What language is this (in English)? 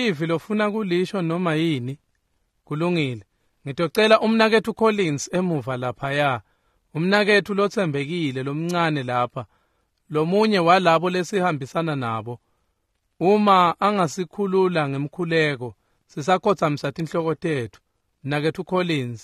Swati